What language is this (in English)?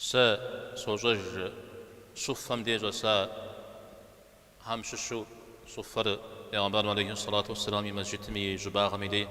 Kabardian